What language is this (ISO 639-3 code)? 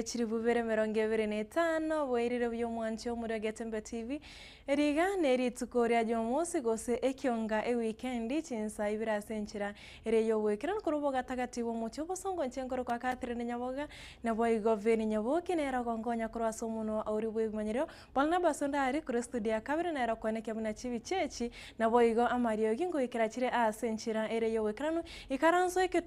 guz